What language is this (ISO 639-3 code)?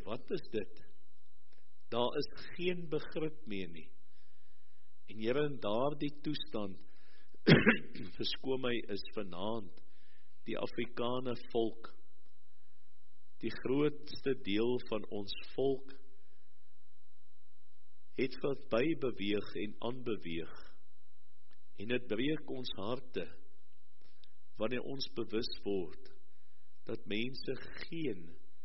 afr